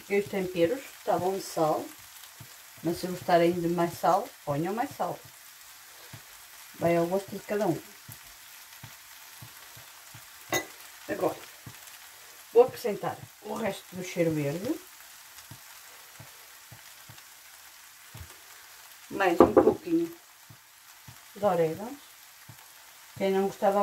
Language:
Portuguese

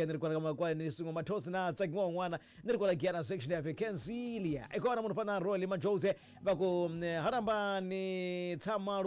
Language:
Tsonga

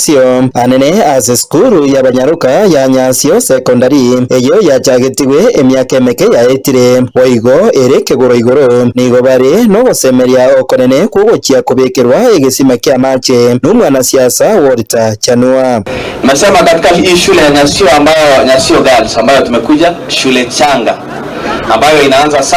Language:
Gusii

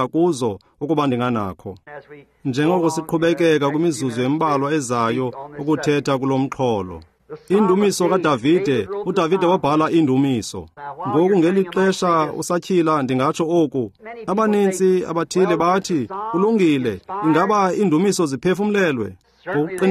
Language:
Xhosa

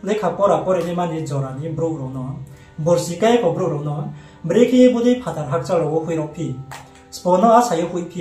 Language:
Riang (India)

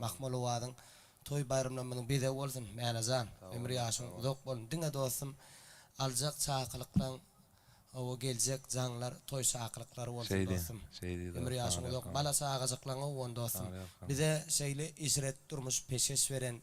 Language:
Turkmen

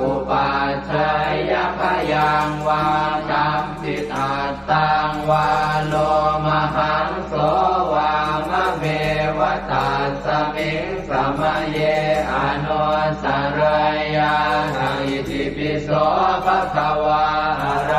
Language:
Pali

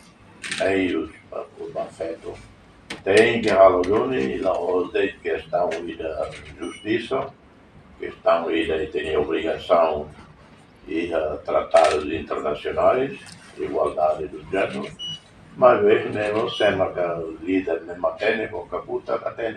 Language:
Tetum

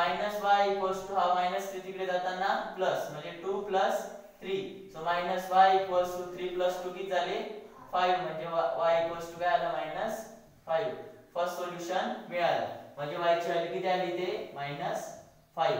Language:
Marathi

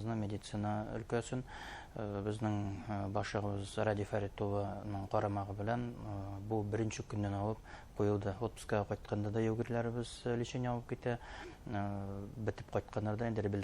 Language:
Bashkir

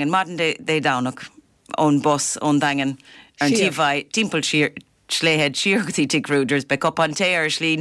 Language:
Irish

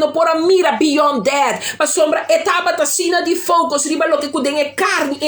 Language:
Papiamento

